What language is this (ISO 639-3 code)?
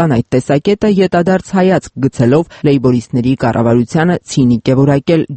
hye